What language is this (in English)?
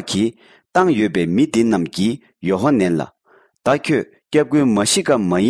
Tibetan